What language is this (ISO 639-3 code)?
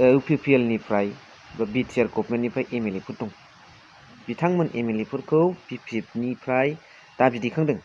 brx